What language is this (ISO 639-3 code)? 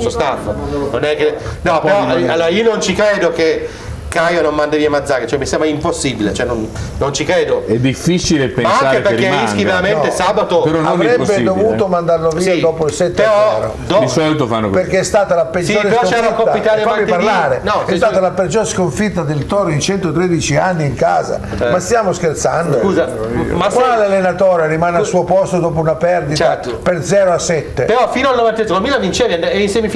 ita